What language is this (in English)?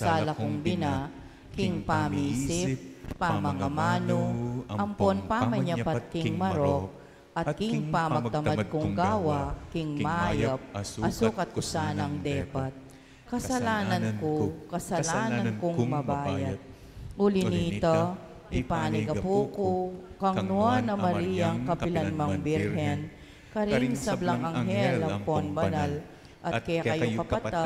Pampanga